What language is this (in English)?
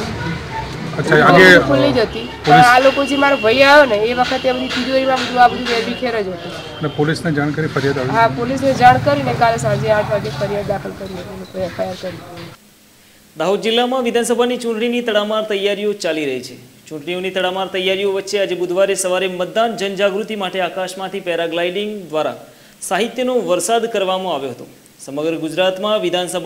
Gujarati